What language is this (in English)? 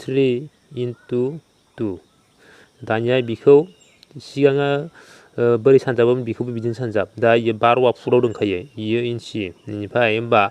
Bodo